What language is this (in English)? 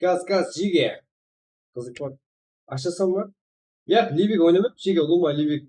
Kara-Kalpak